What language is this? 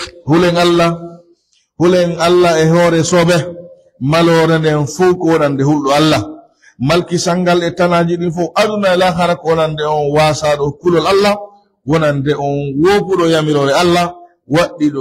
Pular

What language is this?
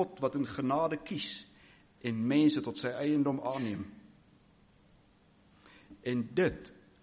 Afrikaans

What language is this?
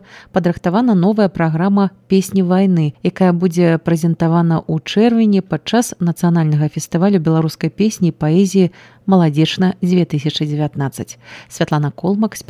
Belarusian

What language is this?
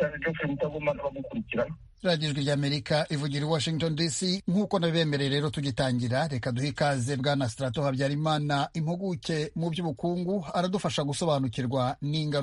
Kinyarwanda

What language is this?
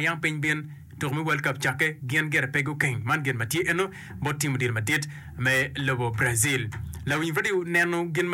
Acoli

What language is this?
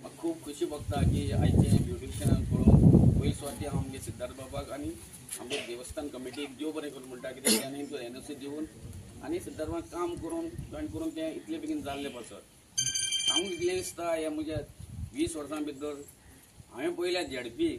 Konkani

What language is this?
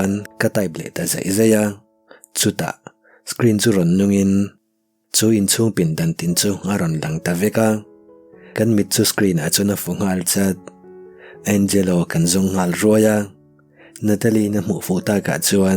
Mizo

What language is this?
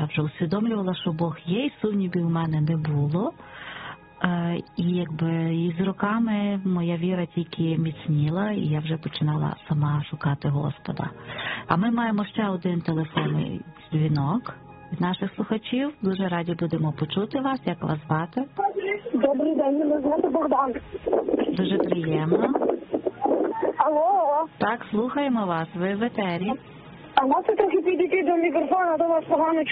Ukrainian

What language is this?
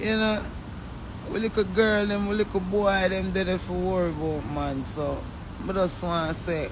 Jamaican Creole English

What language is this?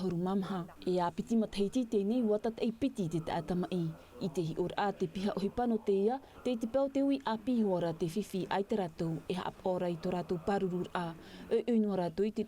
Tahitian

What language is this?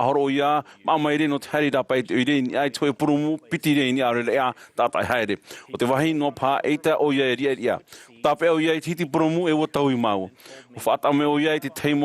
Tahitian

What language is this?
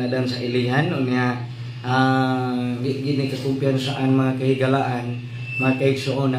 Cebuano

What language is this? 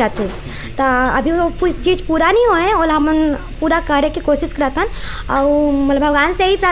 Chhattisgarhi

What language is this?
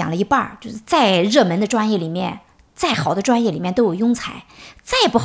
Chinese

